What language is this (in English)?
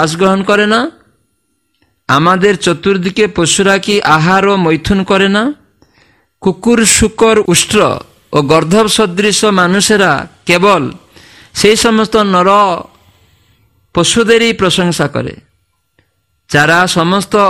Bangla